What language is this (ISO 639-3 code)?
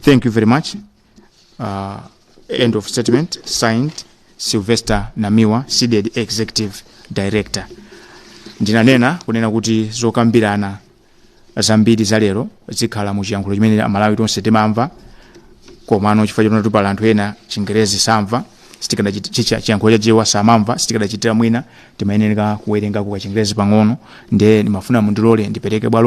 nya